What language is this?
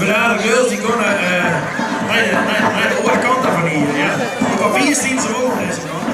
Western Frisian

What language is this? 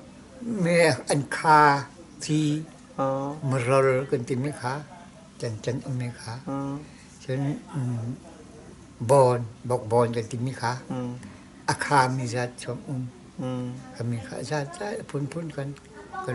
Hakha Chin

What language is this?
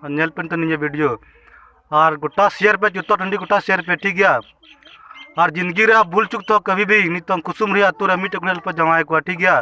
Santali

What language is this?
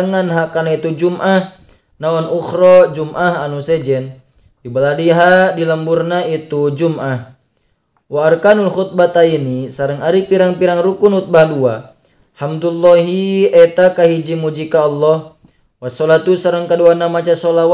Sundanese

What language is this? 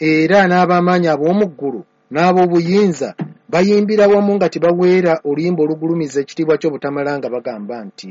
Ganda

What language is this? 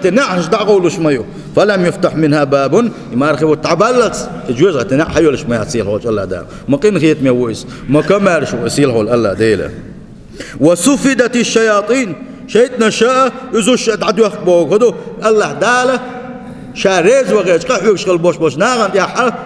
Chechen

